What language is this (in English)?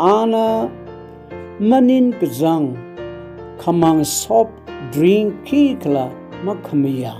Tangkhul Naga (India)